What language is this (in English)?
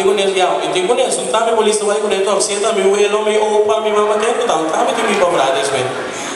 Papiamento